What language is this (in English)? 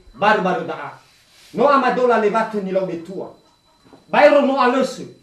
Nias